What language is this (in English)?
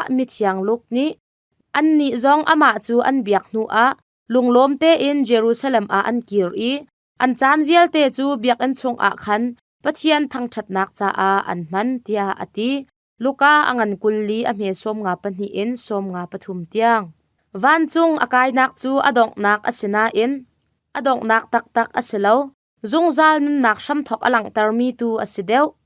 Hakha Chin